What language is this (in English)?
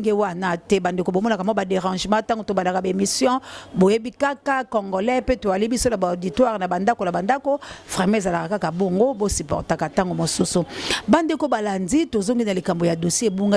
Lingala